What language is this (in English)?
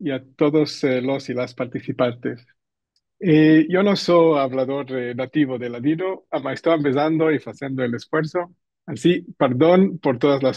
Ladino